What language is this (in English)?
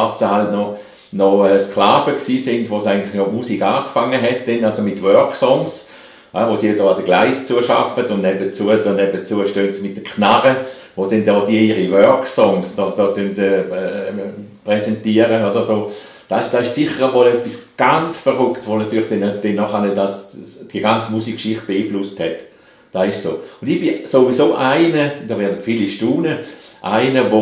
Swiss German